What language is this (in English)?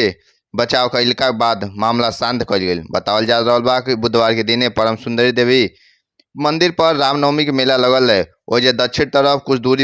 Bhojpuri